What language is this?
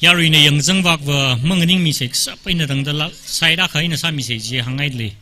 Tangkhul Naga (India)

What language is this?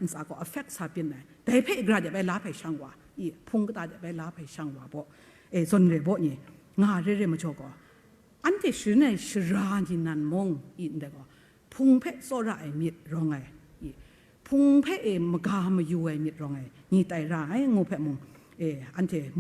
Kachin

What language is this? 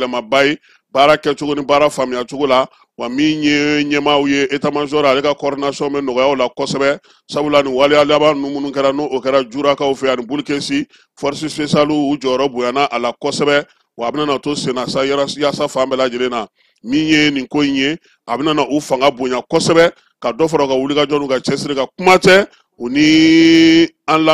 Bambara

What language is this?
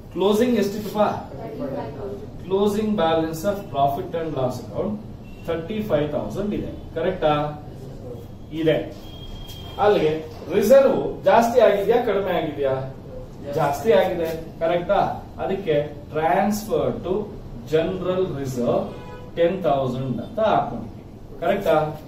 Kannada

